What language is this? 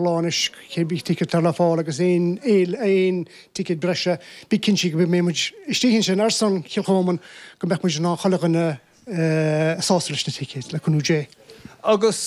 Irish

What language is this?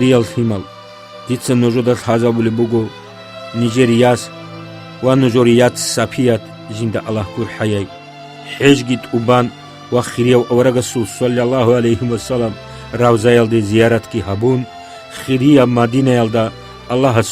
Avaric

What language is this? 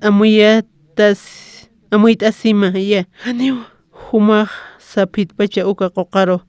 Aymara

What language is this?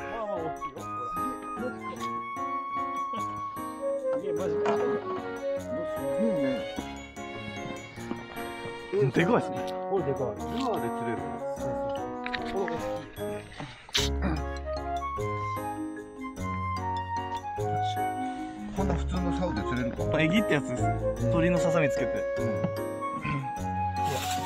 Japanese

